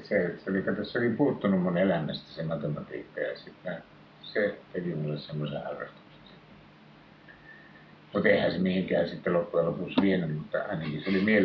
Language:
Finnish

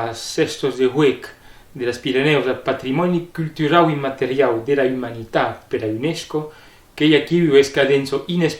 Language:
Occitan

